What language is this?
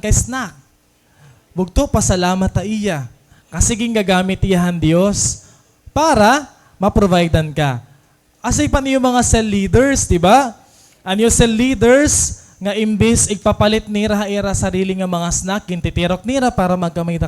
Waray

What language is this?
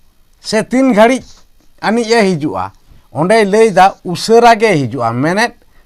Santali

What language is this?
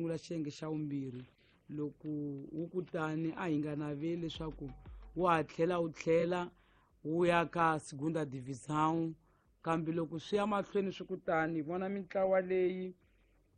Tsonga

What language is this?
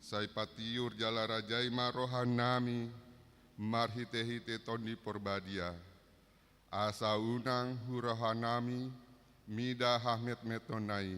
Batak Toba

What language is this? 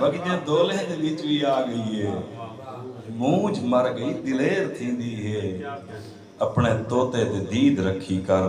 Saraiki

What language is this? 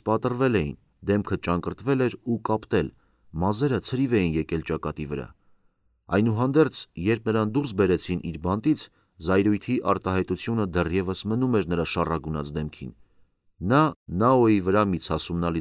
Armenian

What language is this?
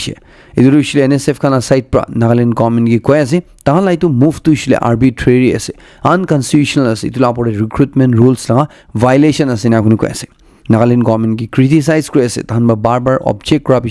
Naga Pidgin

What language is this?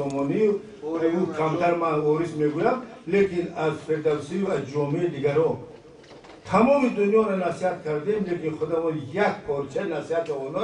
Tajik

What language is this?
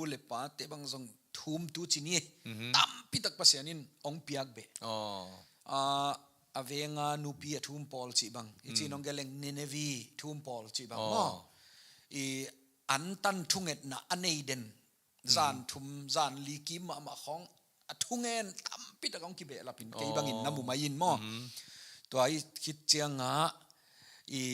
Tedim Chin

